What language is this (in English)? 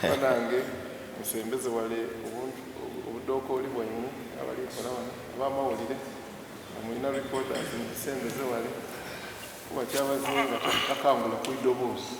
Soga